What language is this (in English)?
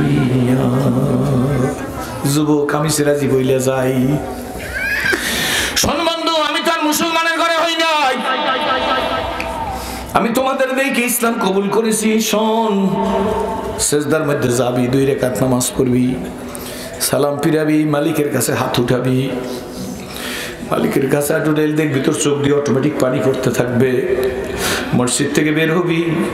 Bangla